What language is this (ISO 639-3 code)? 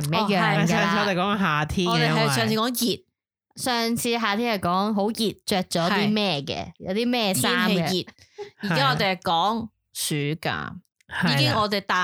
yue